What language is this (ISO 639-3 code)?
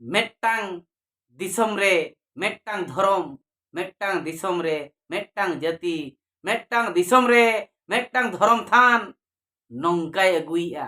sat